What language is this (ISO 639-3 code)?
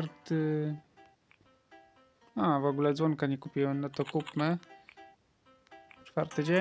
pol